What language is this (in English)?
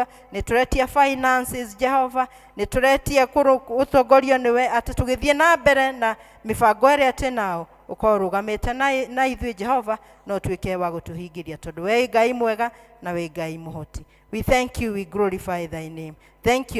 Kikuyu